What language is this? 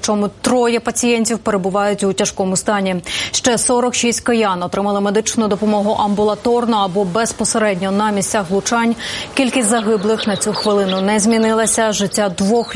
Ukrainian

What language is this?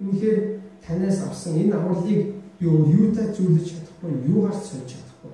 Mongolian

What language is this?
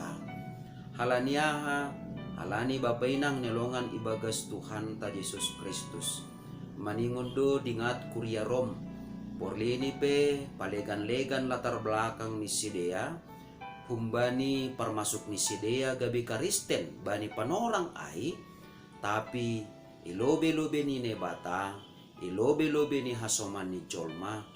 Batak Simalungun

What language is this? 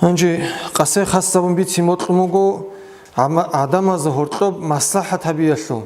Avaric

